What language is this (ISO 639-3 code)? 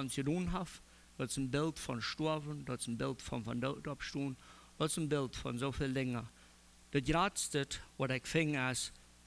pdt